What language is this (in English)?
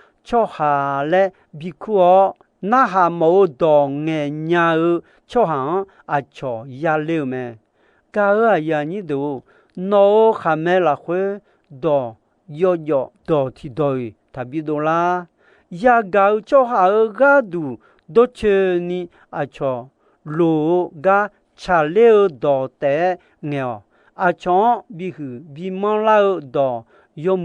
Akha